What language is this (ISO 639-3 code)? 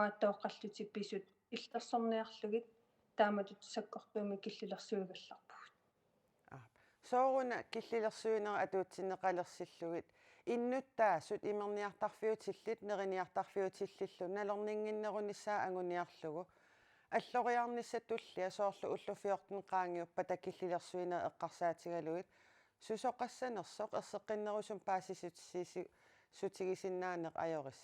kal